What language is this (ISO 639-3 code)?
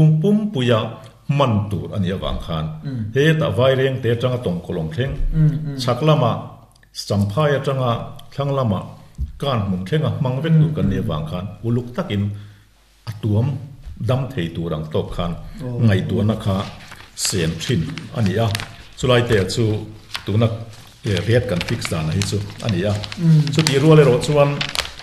lus